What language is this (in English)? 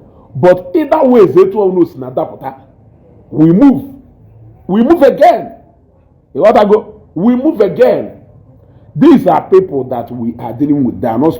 Igbo